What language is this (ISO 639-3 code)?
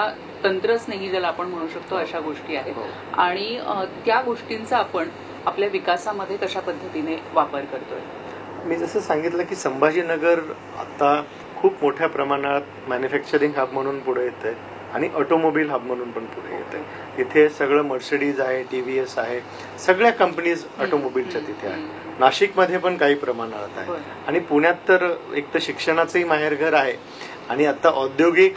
mar